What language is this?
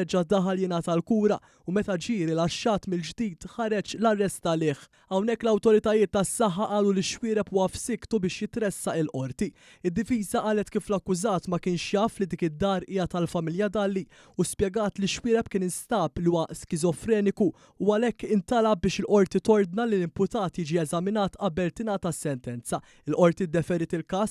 Maltese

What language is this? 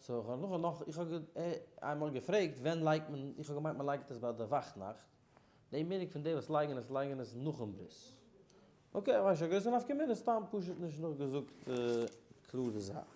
Yiddish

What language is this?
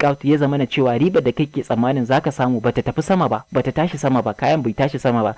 Hausa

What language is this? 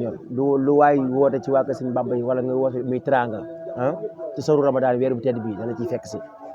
Wolof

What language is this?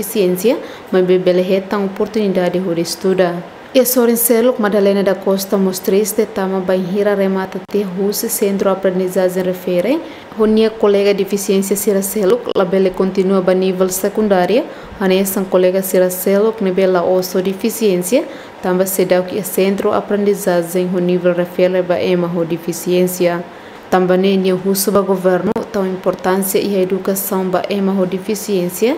Tetum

